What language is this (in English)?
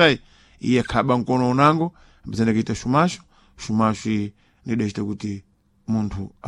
Sena